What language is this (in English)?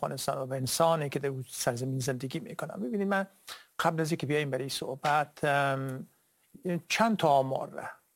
Persian